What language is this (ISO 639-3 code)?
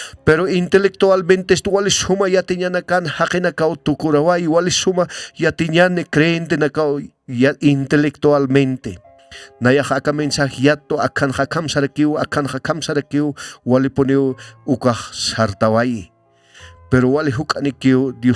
aym